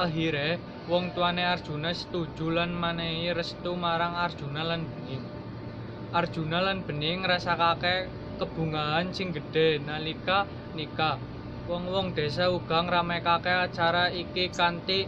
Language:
Javanese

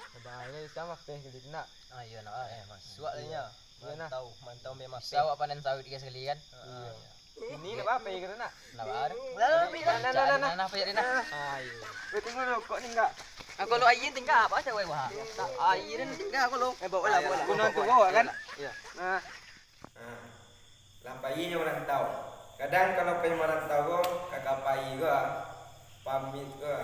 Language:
Minangkabau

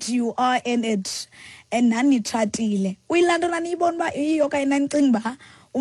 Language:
Xhosa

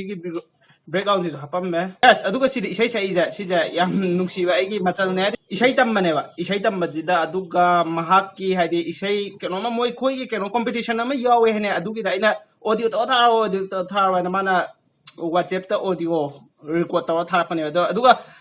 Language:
Manipuri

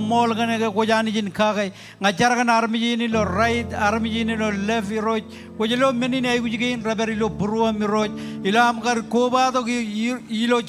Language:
Marshallese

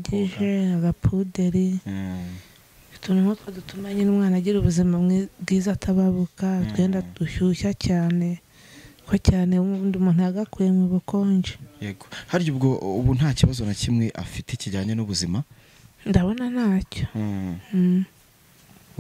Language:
Kinyarwanda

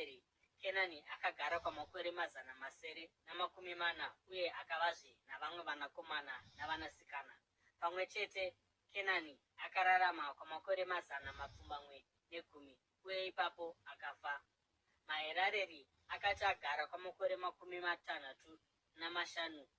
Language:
Shona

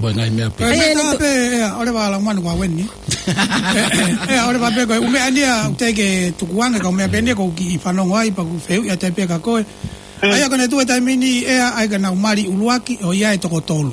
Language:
Tongan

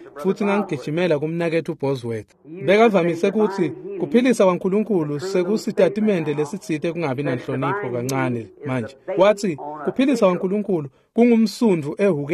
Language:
Swati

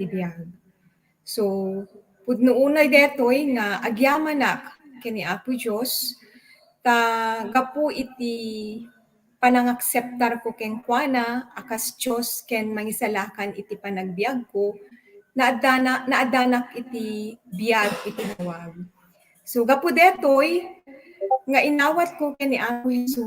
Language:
Iloko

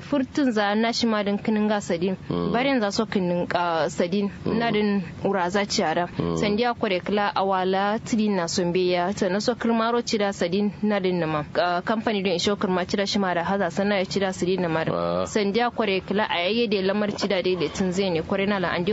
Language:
Kanuri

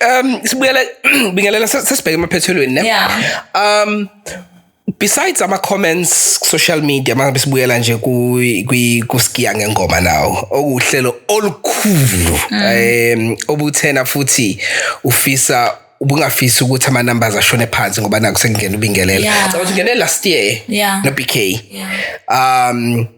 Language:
Zulu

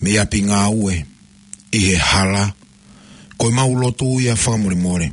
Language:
Tongan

